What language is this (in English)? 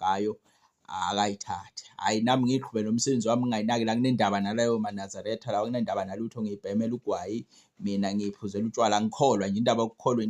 Zulu